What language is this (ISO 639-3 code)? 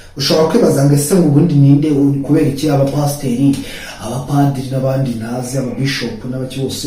kin